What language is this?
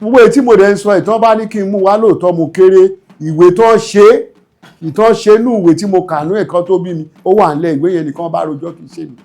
Yoruba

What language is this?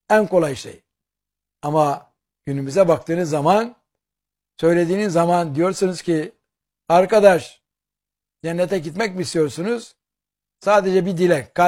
Turkish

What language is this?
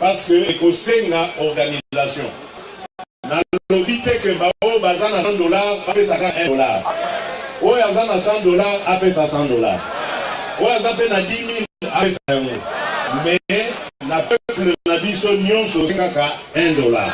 Lingala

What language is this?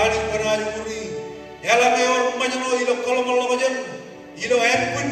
Marshallese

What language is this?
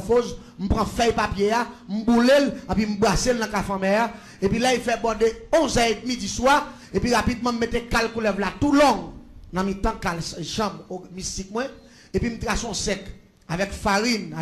Haitian Creole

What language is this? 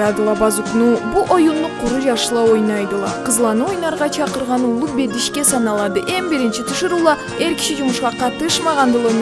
Karachay-Balkar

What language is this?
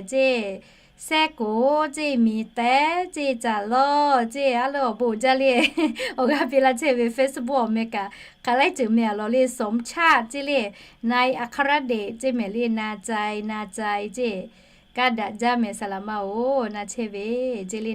Lahu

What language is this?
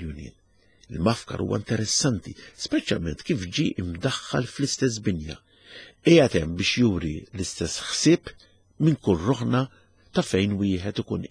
Maltese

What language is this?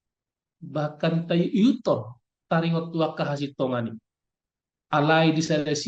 Batak Toba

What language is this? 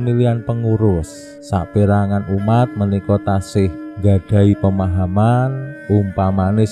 Javanese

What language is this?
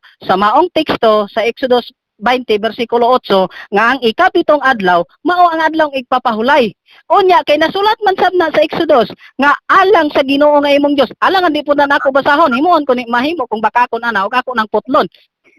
Cebuano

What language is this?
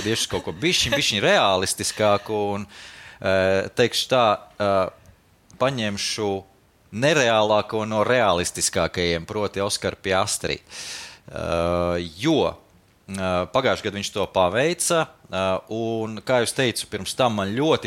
Latvian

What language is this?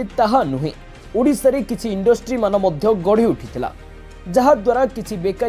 Odia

